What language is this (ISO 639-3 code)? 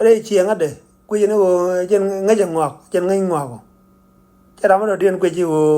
nus